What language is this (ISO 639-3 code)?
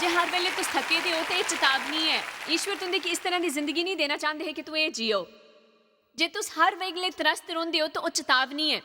doi